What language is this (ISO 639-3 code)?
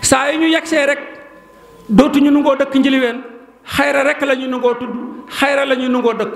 wol